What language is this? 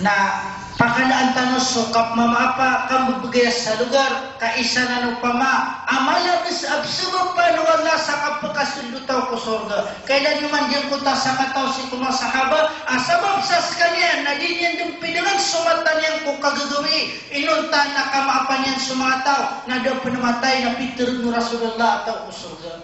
Maranao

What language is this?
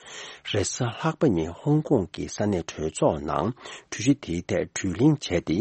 Tibetan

